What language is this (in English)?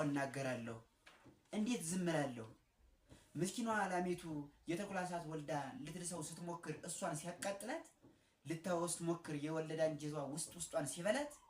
Amharic